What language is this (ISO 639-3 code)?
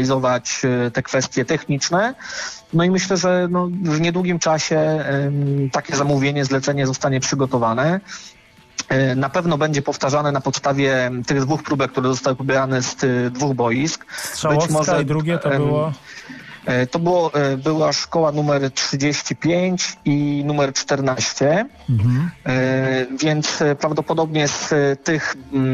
pol